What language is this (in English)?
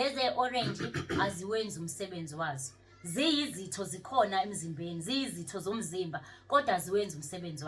Zulu